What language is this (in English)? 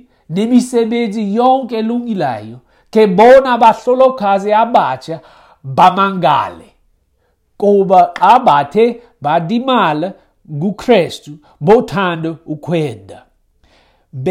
Xhosa